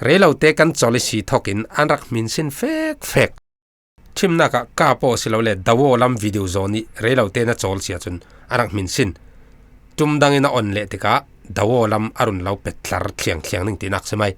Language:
Falam Chin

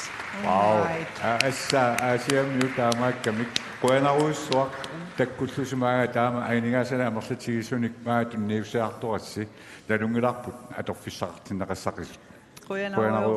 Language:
Kalaallisut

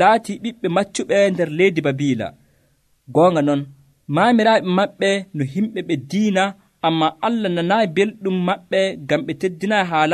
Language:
Nigerian Fulfulde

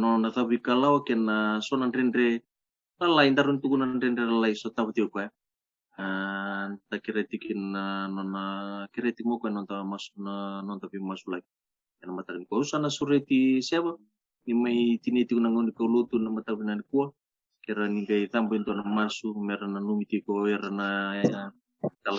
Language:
Fijian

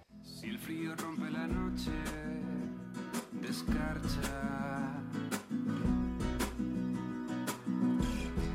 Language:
Spanish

